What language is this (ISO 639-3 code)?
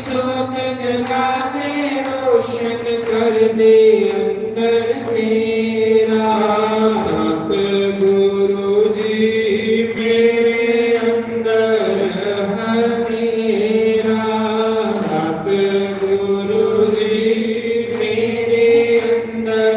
doi